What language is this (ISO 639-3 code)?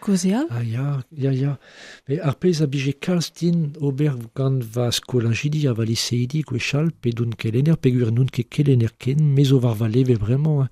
bre